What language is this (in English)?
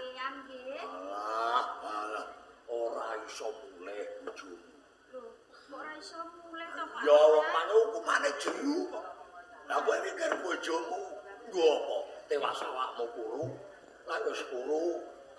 Javanese